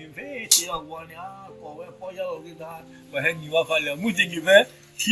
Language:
S'gaw Karen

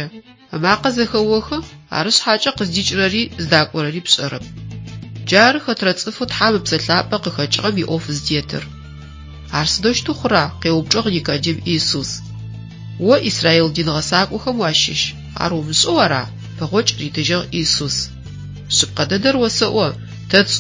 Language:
Adyghe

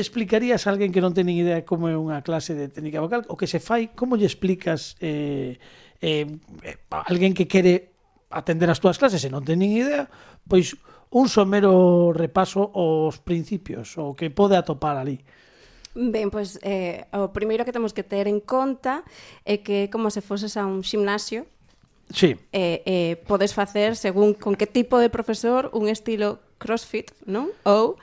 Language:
Galician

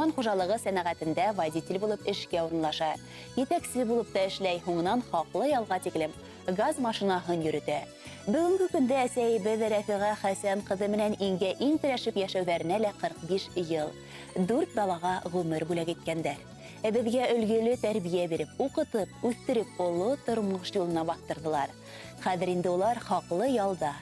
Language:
Bashkir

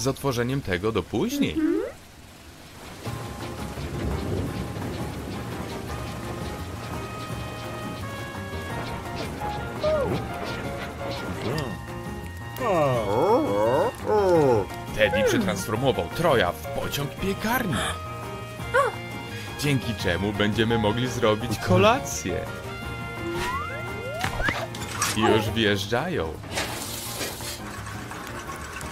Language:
Polish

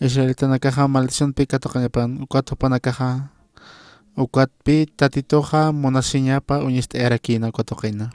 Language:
Aymara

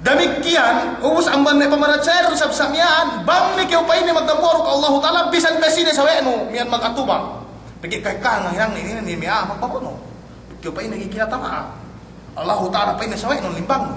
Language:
Yakan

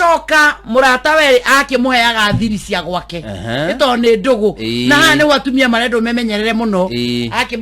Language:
Kikuyu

